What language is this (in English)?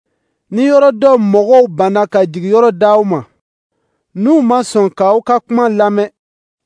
Dyula